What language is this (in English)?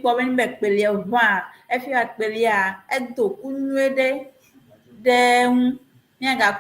Ewe